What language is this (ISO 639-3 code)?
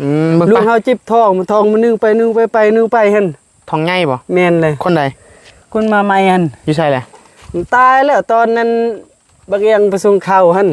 tts